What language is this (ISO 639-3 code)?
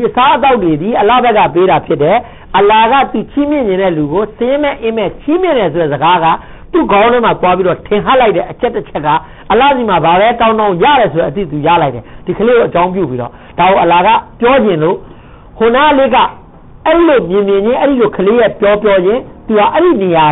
mya